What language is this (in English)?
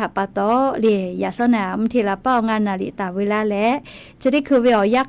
Lahu